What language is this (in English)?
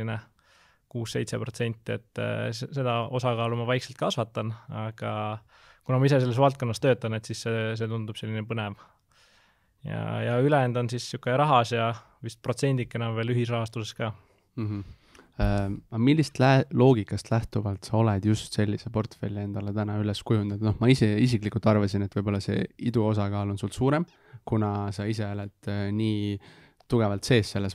Estonian